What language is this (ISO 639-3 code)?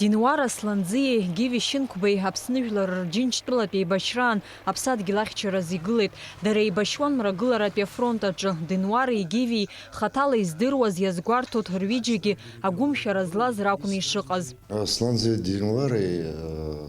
abk